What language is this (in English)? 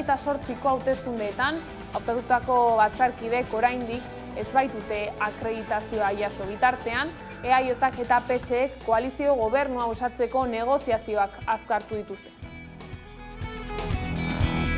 Basque